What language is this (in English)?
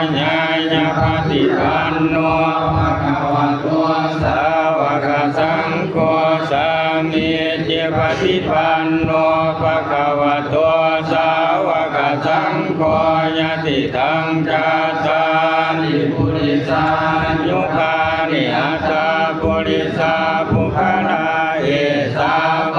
Pali